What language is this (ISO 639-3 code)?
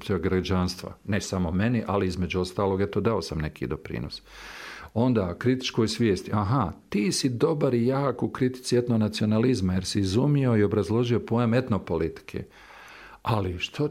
bos